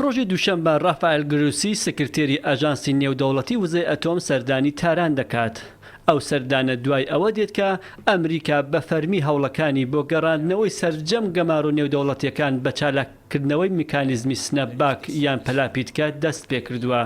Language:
Central Kurdish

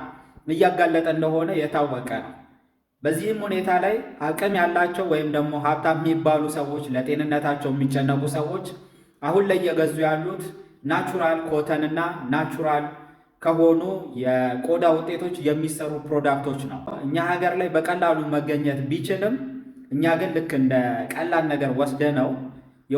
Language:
Amharic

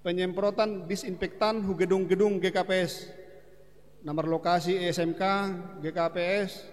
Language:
Batak Simalungun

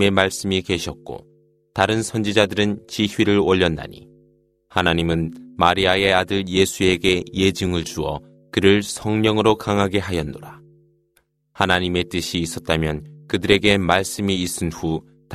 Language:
Korean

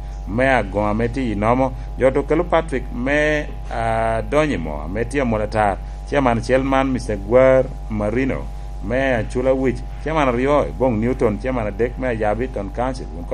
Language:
Lango (Uganda)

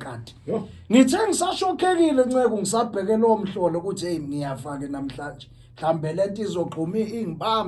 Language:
Zulu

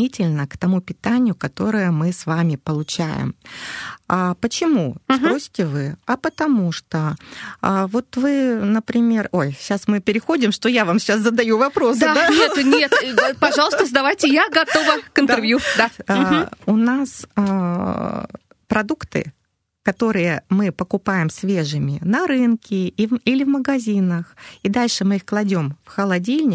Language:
Russian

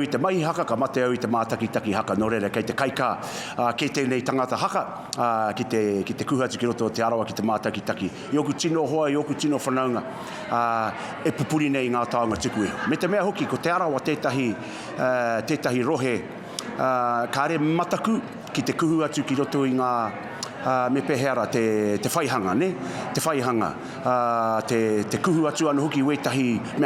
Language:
Māori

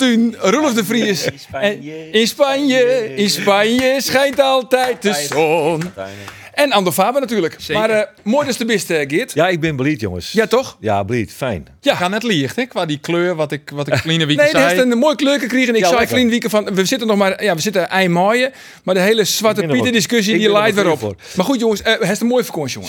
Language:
Western Frisian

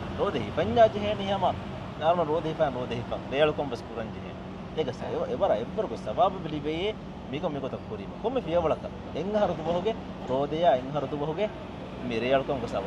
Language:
Divehi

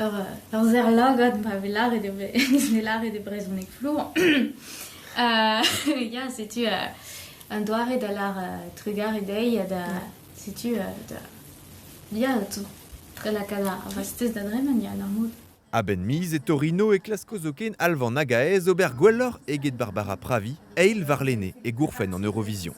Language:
Breton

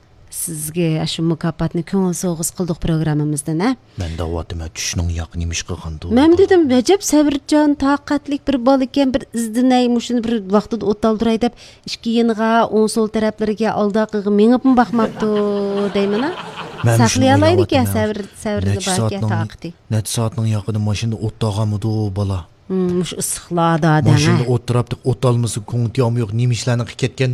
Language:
Uyghur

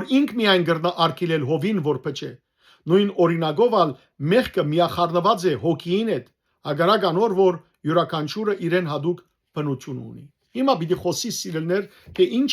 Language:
Western Armenian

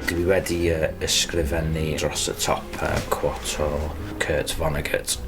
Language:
Welsh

